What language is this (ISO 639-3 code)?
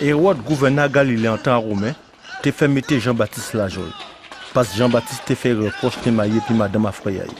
gcf